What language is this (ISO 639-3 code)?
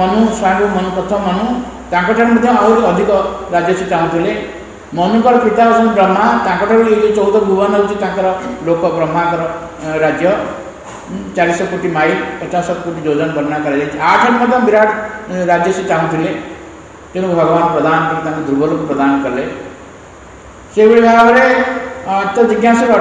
ori